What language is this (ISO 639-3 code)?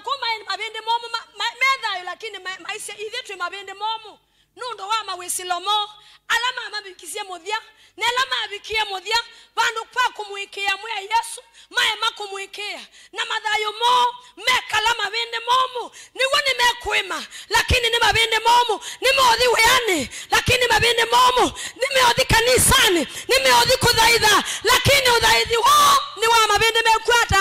kam